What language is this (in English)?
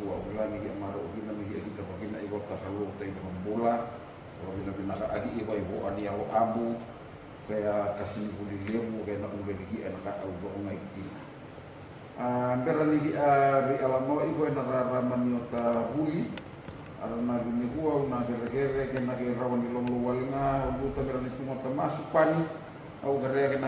Fijian